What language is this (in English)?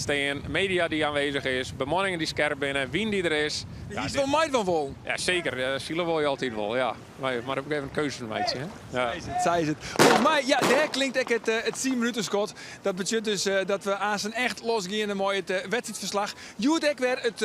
Western Frisian